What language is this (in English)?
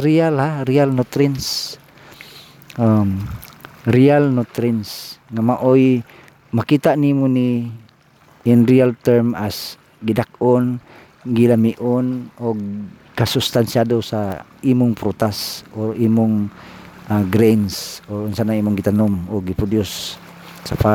Cebuano